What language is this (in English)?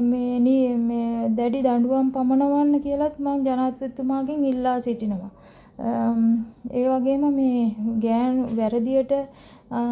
Sinhala